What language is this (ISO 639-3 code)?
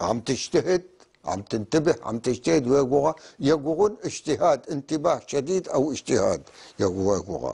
apc